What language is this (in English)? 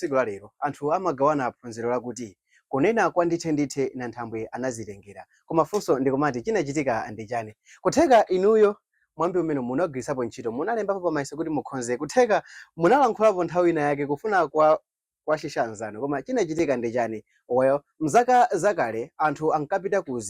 Nyanja